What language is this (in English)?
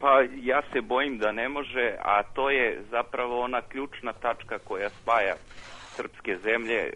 Serbian